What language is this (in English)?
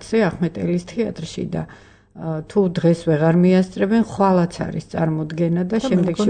Georgian